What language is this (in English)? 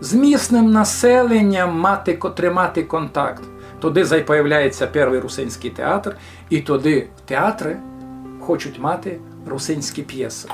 Rusyn